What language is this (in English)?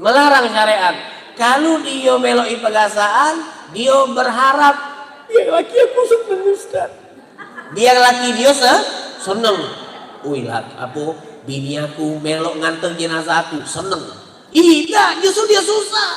Musi